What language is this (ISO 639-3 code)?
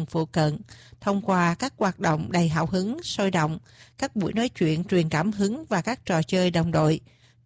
vie